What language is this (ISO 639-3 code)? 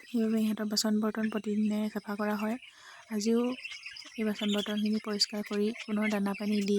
asm